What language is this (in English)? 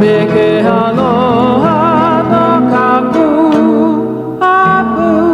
Hawaiian